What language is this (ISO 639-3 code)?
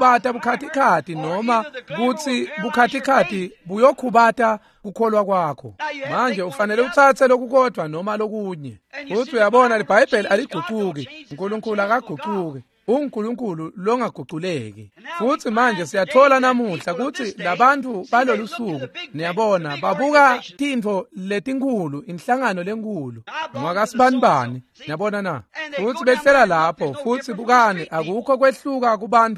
ssw